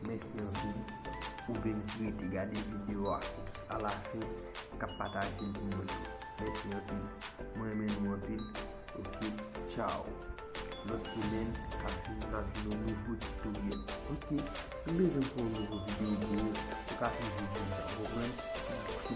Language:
Haitian Creole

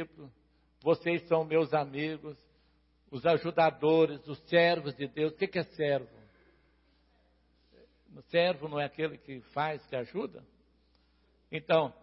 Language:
Portuguese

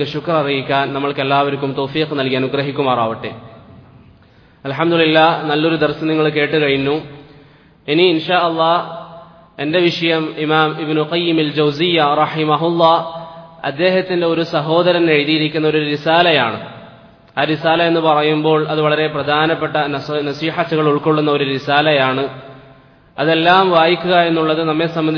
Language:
Malayalam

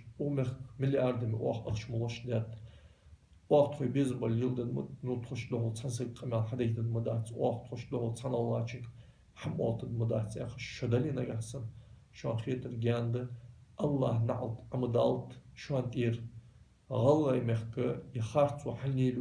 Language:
Ingush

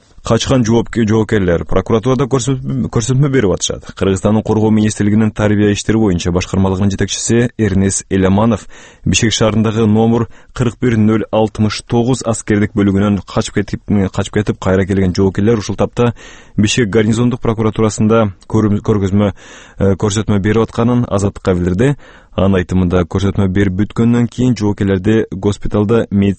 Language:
Kyrgyz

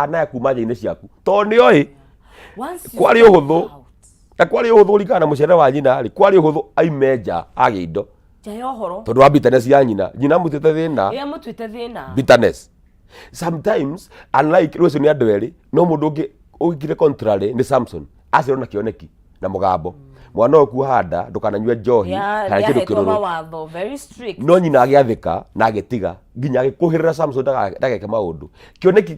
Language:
Kikuyu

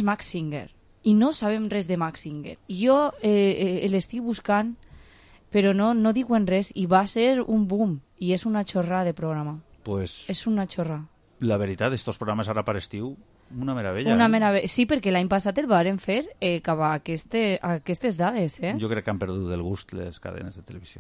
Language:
Catalan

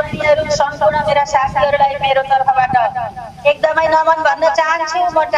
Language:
Nepali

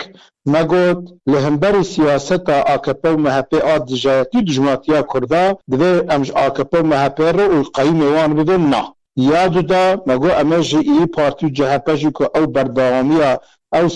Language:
Kurdish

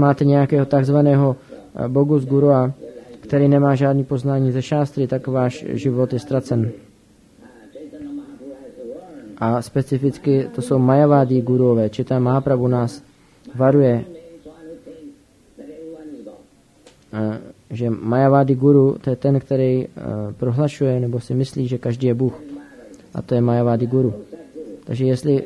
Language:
Czech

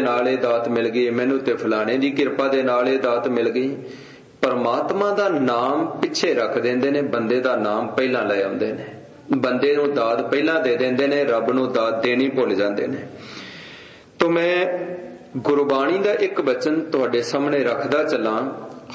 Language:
Punjabi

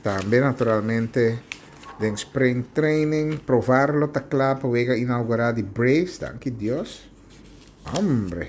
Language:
Papiamento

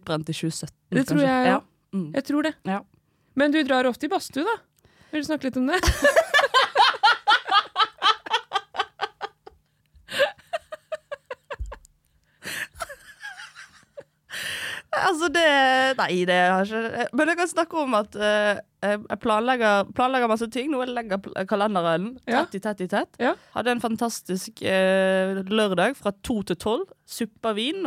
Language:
Norwegian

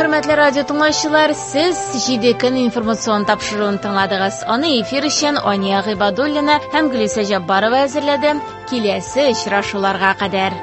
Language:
Tatar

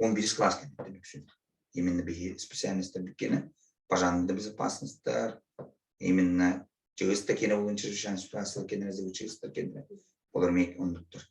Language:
Yakut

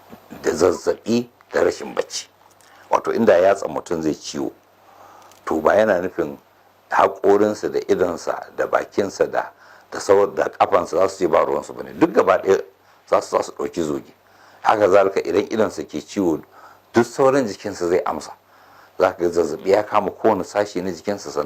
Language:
Hausa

